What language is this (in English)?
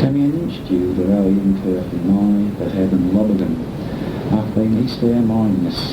Manx